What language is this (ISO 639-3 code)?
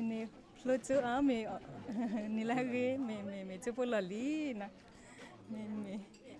ksw